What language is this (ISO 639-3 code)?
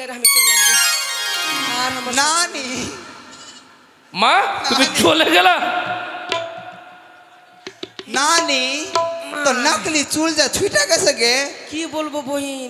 ben